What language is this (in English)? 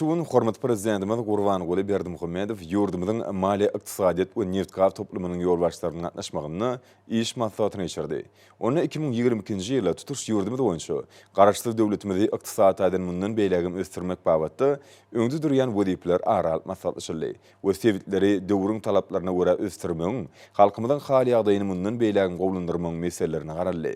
Turkmen